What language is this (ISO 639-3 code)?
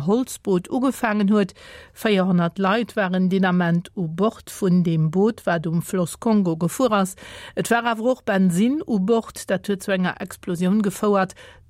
ltz